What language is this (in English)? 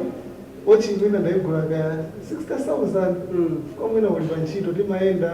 Nyanja